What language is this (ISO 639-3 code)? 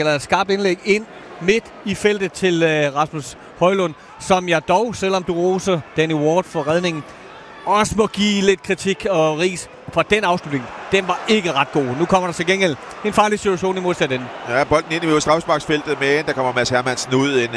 dan